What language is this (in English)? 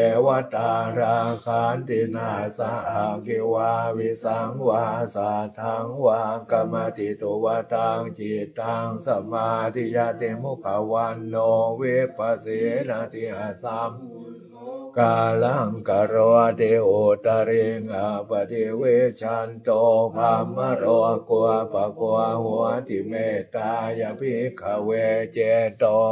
Pali